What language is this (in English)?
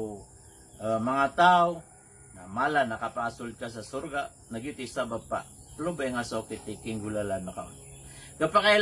Maranao